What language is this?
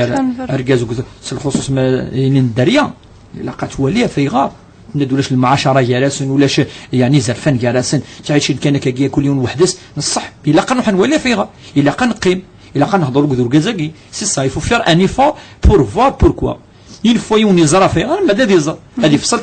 Kabyle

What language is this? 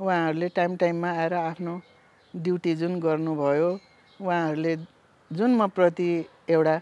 Nepali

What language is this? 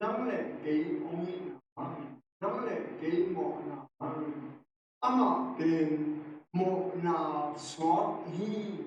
Tedim Chin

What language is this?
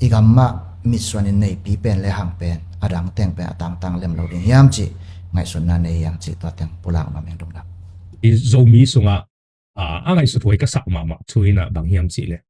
Tedim Chin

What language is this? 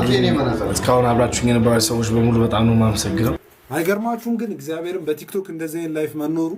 Amharic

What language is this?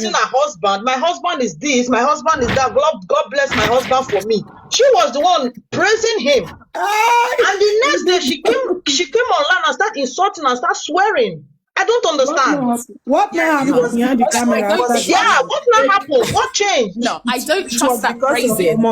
Nigerian Pidgin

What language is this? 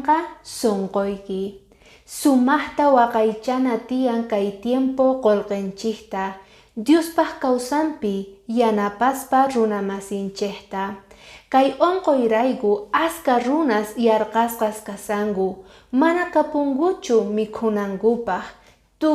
Quechua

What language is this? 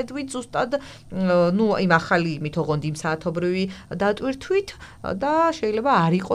Georgian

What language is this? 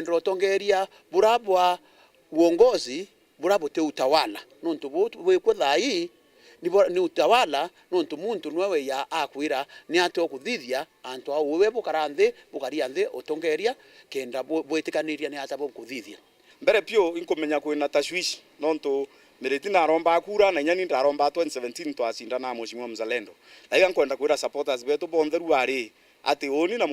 Meru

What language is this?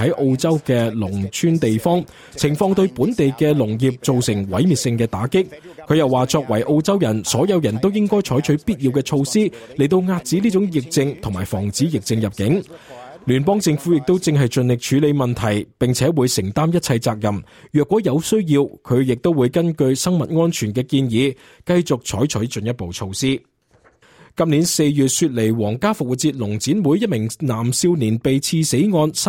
Cantonese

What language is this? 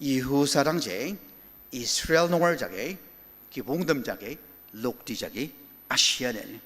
Ao Naga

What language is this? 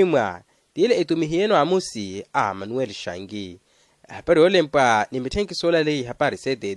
Makhuwa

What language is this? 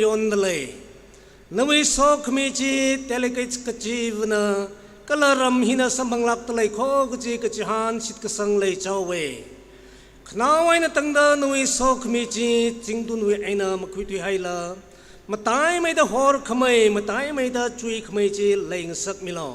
Tangkhul Naga (India)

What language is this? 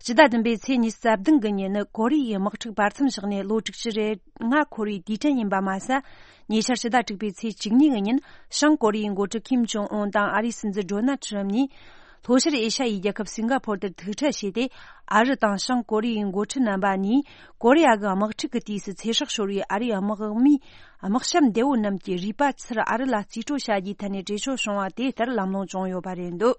Tibetan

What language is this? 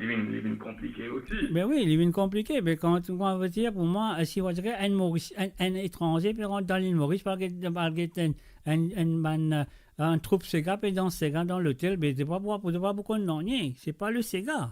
Morisyen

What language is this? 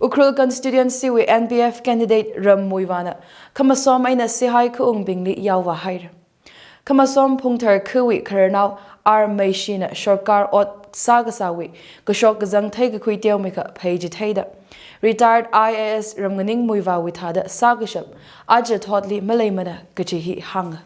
Tangkhul Naga (India)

